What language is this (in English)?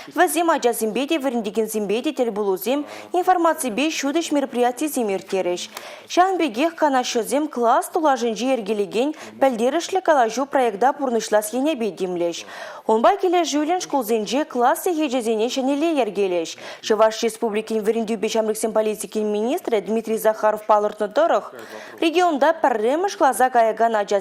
Chuvash